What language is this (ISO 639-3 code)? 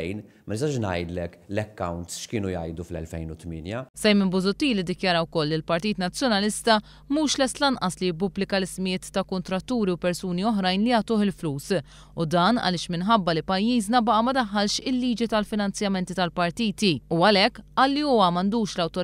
mlt